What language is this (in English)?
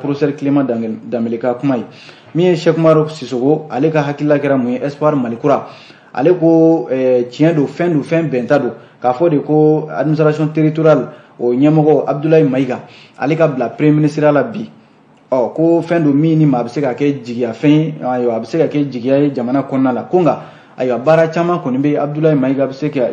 Bambara